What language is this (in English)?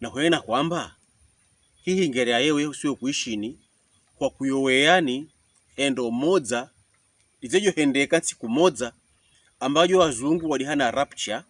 Pokomo